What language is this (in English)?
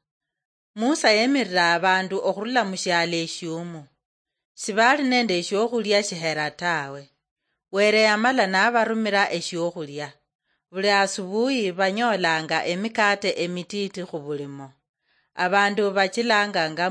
Luyia